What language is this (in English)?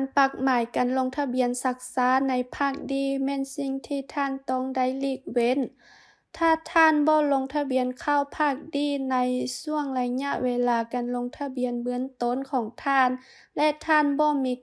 Lao